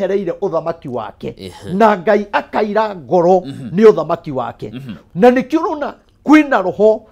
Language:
Kikuyu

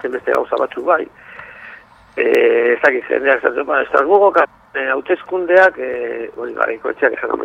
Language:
Basque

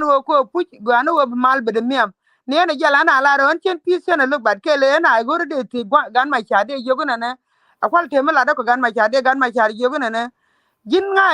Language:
Nuer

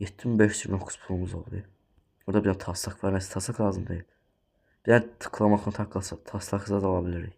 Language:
Azerbaijani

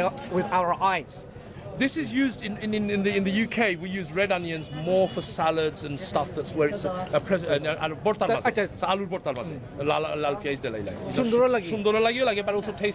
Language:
Sylheti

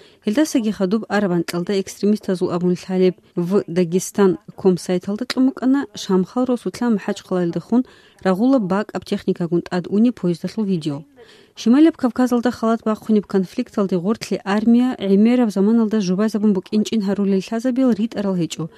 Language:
Avaric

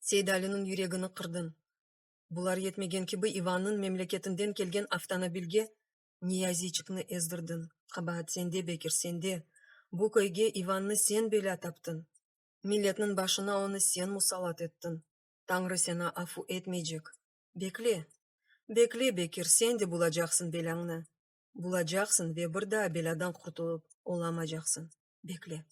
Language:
Crimean Tatar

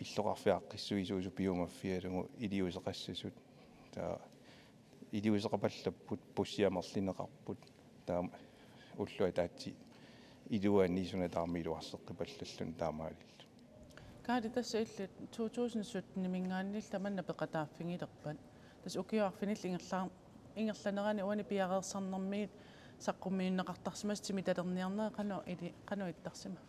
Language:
Kalaallisut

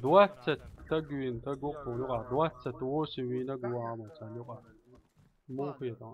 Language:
Chechen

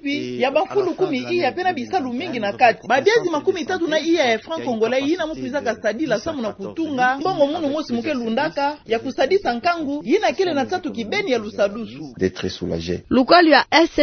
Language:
Kituba (Democratic Republic of Congo)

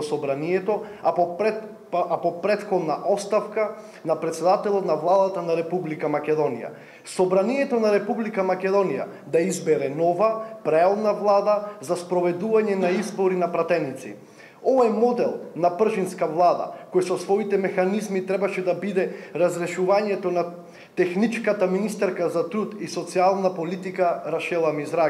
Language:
Macedonian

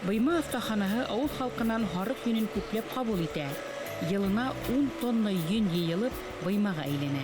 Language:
Bashkir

